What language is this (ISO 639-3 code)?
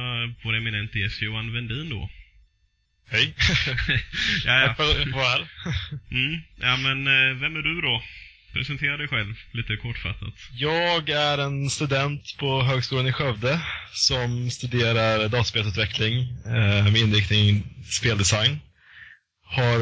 swe